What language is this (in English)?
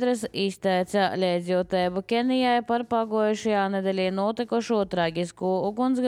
Latvian